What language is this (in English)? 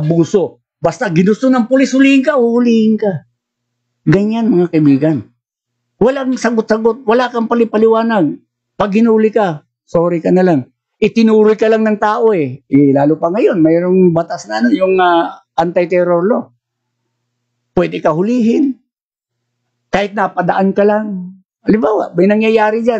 Filipino